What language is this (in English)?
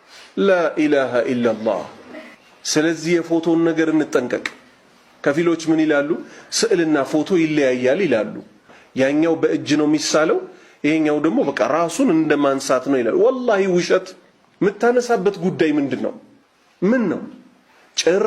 Amharic